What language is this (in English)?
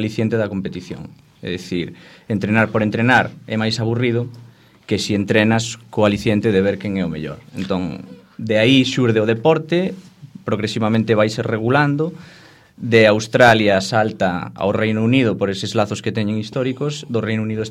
Galician